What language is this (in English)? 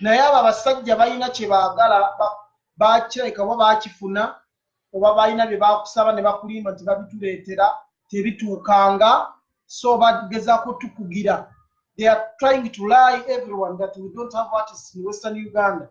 Ganda